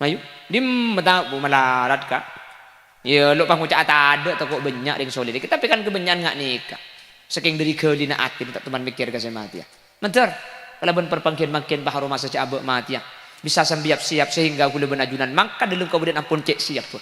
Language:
Madurese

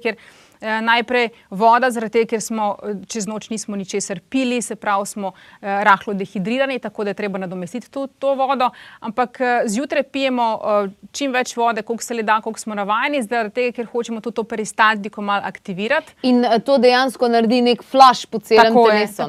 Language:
Slovenian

